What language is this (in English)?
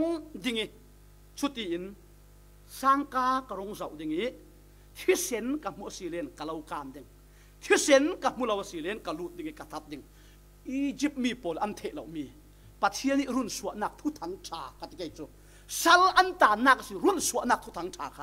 Falam Chin